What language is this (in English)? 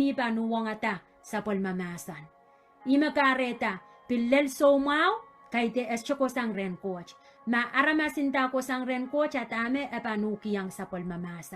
Pohnpeian